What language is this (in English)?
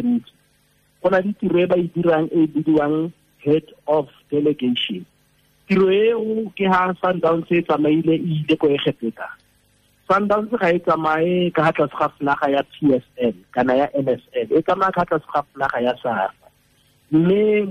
Tswana